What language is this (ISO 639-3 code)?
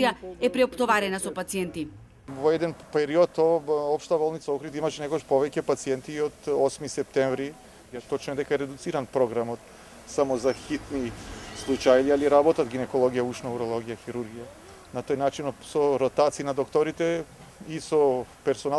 mkd